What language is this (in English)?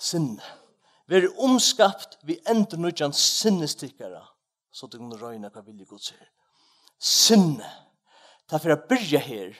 Faroese